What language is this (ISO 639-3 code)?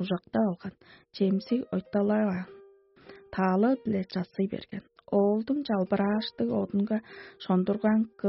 tyv